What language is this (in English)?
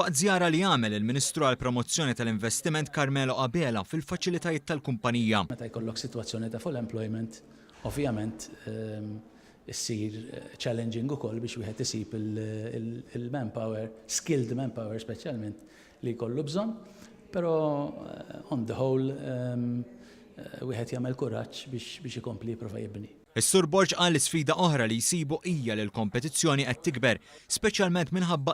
Maltese